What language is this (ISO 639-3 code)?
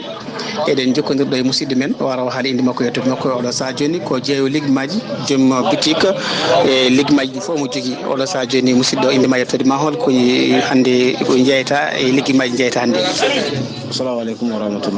ful